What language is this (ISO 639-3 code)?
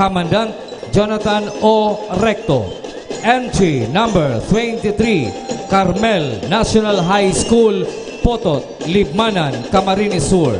bik